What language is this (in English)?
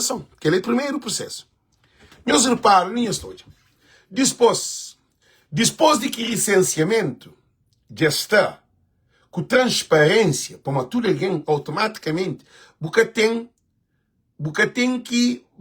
Kabuverdianu